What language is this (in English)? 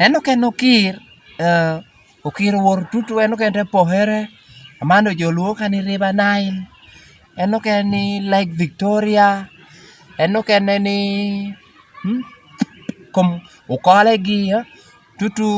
Lango (Uganda)